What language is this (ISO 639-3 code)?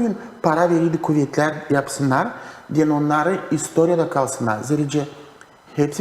gag